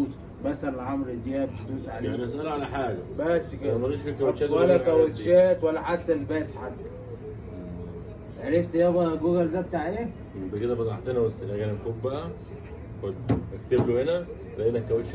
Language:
Egyptian Arabic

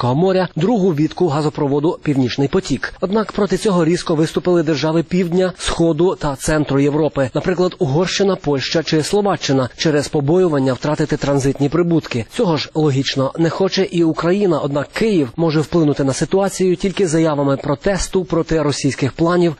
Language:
Ukrainian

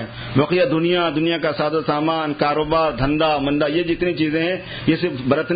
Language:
Urdu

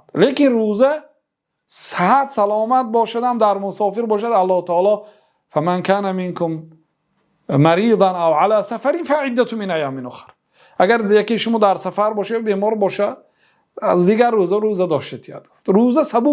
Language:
Persian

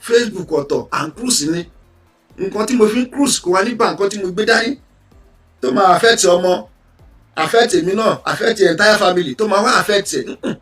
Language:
Yoruba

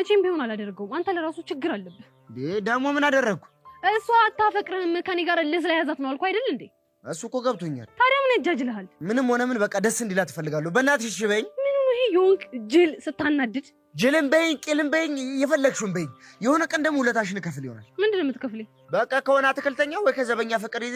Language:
Amharic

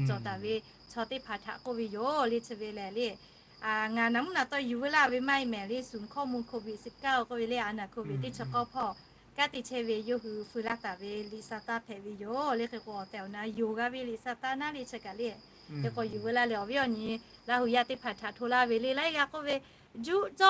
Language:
Lahu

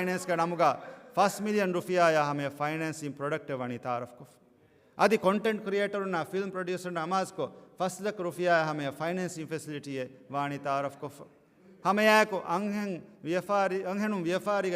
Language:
Divehi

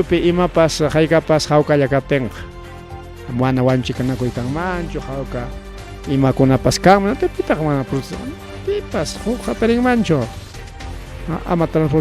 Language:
Ayacucho Quechua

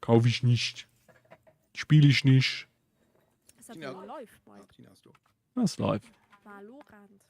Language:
Luxembourgish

